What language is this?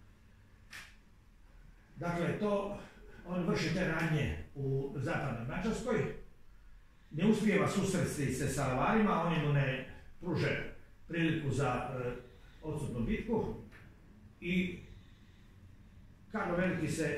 Croatian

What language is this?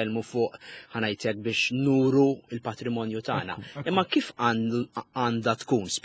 Maltese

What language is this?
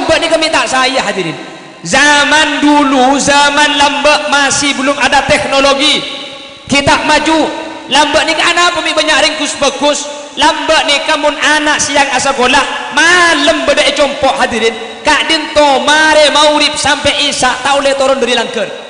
Madurese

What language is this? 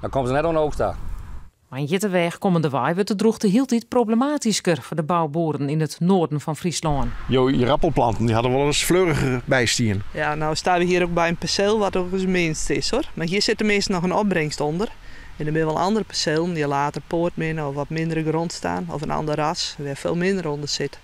Western Frisian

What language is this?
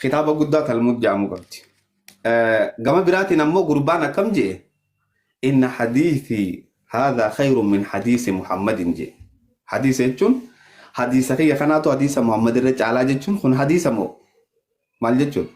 Oromo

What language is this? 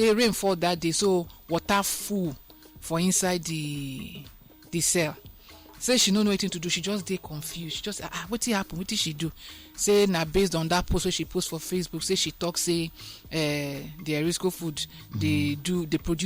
Nigerian Pidgin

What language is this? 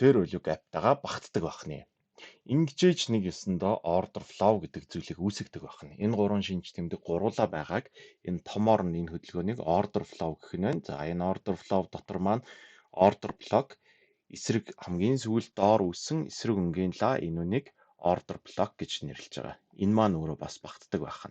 Mongolian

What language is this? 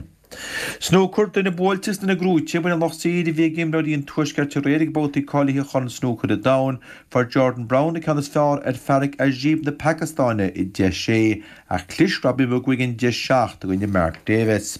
Irish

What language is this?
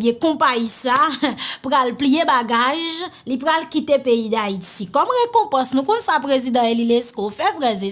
Haitian Creole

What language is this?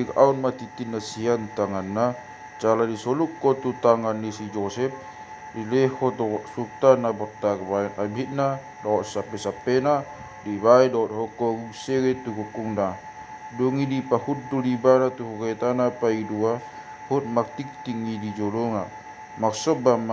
Batak Toba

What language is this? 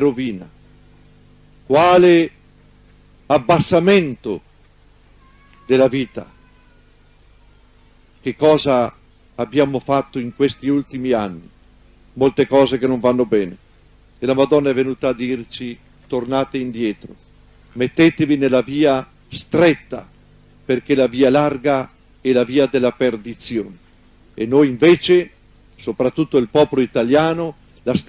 Italian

